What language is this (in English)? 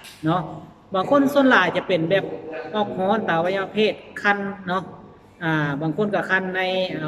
Lao